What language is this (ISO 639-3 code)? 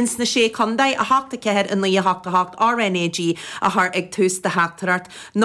gle